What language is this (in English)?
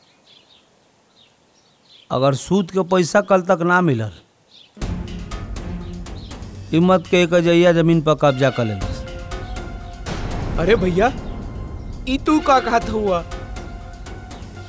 Bhojpuri